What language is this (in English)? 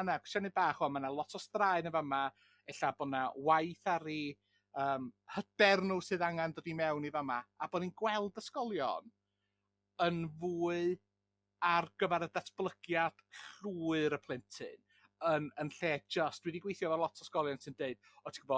Welsh